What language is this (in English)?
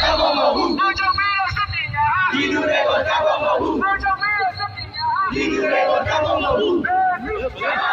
Burmese